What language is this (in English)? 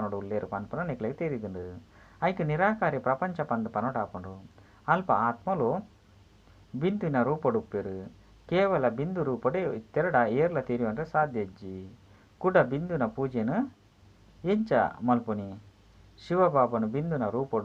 Tulu